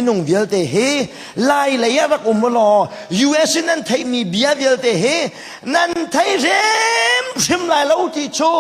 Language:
Hakha Chin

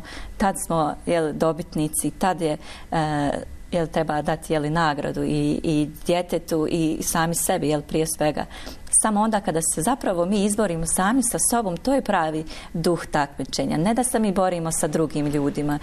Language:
Bosnian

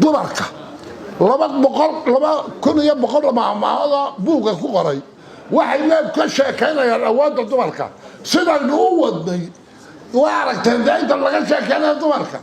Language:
Somali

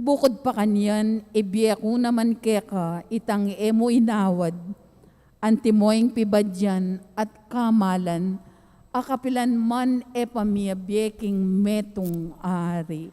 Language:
Pampanga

